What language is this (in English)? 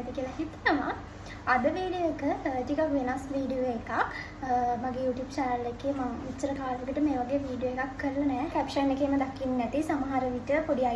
Sinhala